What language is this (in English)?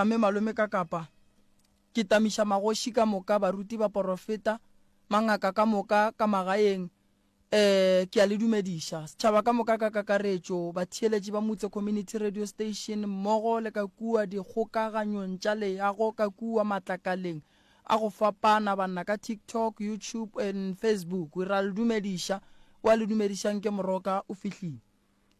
Northern Sotho